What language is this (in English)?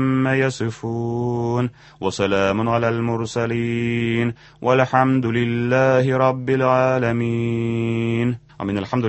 Tatar